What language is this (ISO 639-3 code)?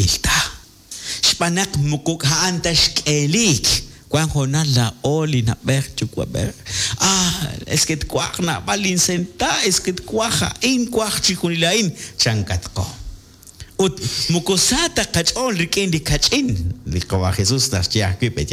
kek